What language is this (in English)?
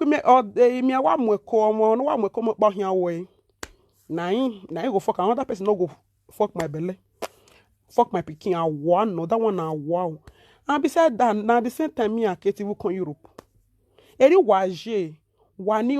Nigerian Pidgin